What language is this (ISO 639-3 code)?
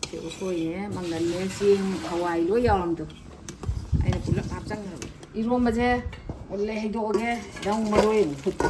mni